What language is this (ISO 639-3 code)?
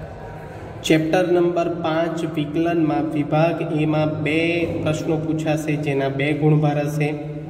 guj